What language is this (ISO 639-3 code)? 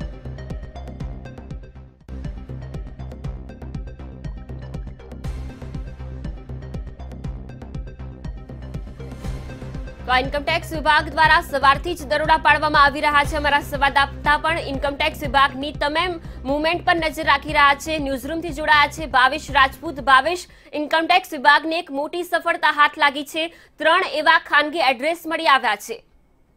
guj